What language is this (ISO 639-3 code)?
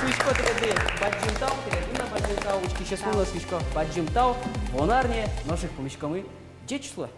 udm